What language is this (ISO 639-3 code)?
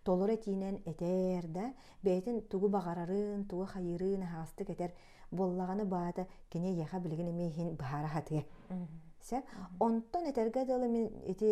sah